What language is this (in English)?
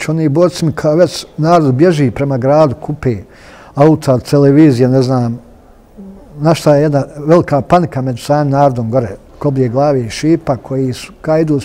Bosnian